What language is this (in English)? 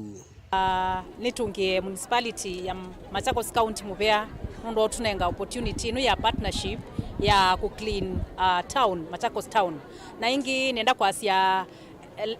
Kamba